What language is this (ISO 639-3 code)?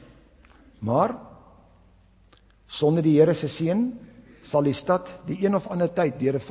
afr